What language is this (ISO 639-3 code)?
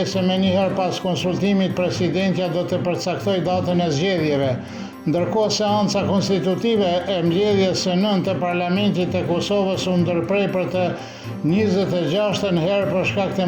sqi